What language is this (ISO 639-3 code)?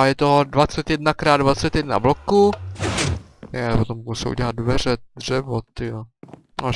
ces